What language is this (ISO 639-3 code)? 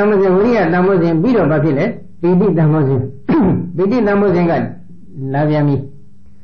mya